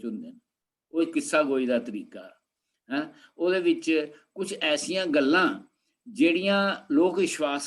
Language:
Dogri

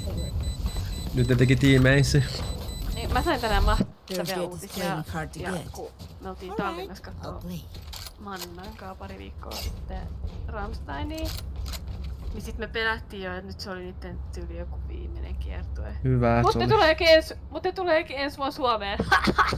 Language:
Finnish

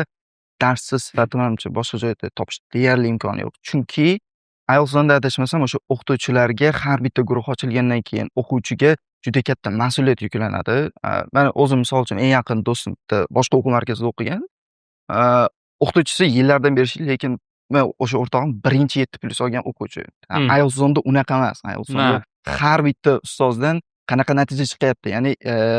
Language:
Uzbek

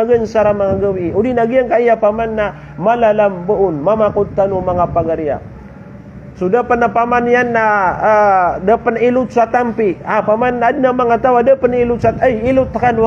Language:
Maranao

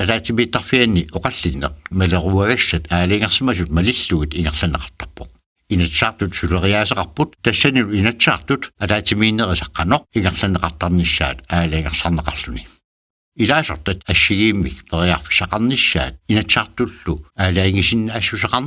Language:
Kalaallisut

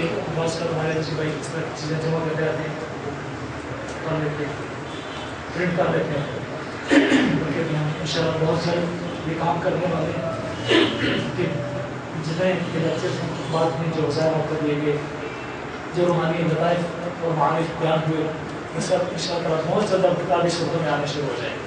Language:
Urdu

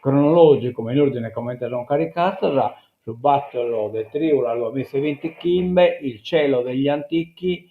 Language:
Sardinian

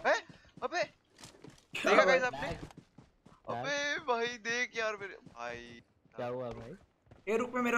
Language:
Hindi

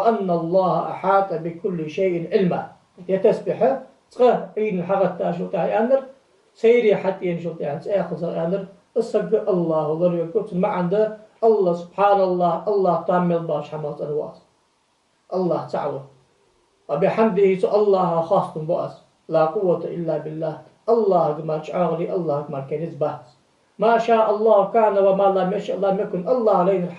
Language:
Ingush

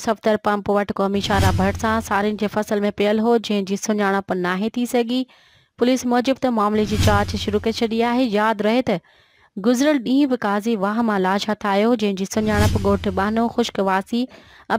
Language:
Sindhi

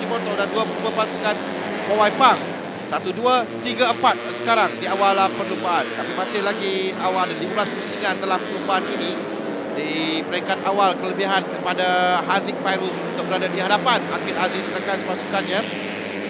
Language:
Malay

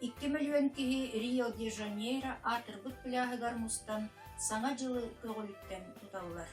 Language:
Yakut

